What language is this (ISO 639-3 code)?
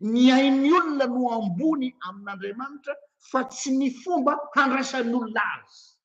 mlg